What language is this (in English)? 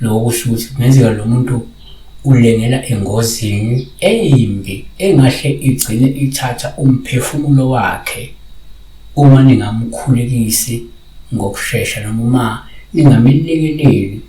Zulu